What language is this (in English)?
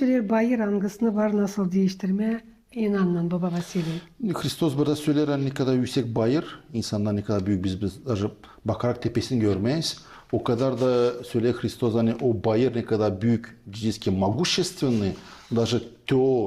Gagauz